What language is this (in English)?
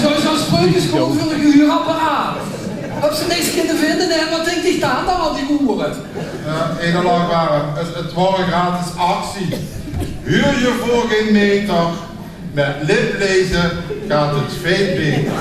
Limburgish